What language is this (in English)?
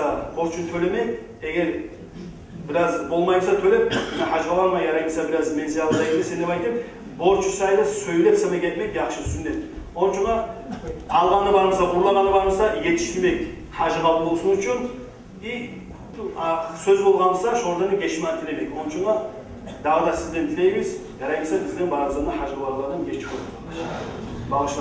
Kumyk